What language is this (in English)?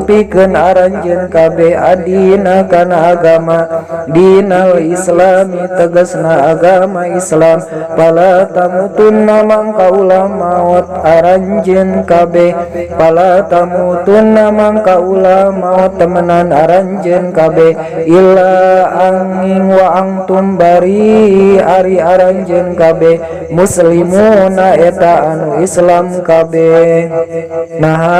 Sundanese